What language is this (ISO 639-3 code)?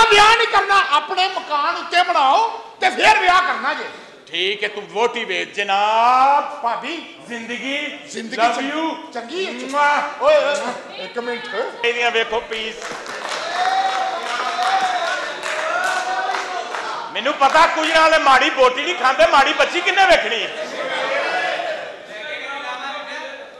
pan